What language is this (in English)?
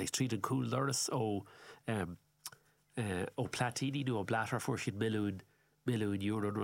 Irish